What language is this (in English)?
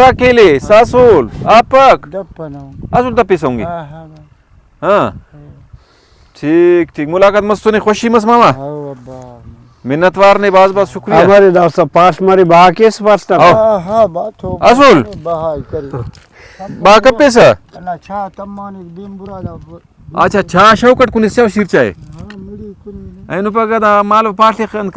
Brahui